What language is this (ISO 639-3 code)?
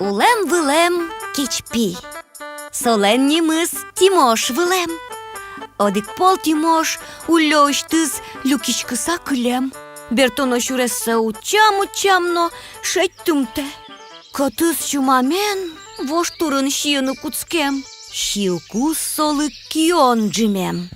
udm